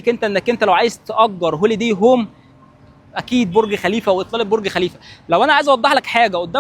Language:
Egyptian Arabic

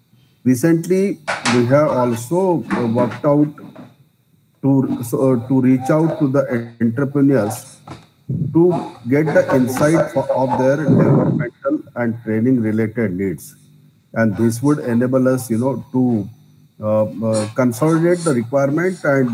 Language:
English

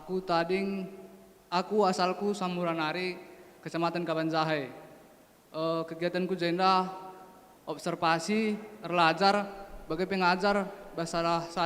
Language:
Batak Karo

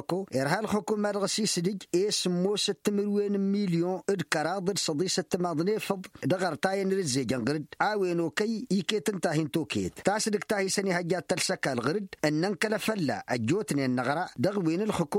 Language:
Tamasheq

